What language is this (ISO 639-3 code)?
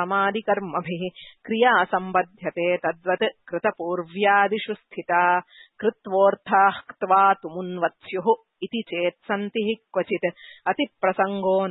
san